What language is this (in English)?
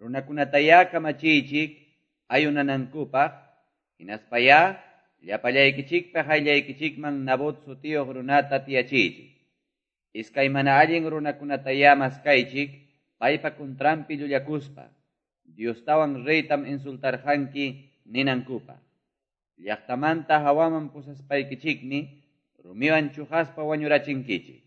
Quechua